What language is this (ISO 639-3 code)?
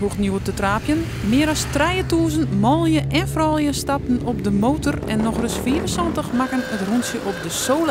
fry